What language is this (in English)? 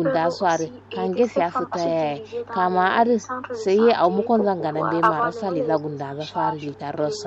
Kanuri